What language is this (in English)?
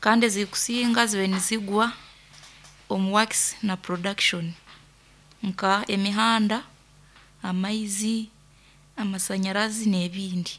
Nyoro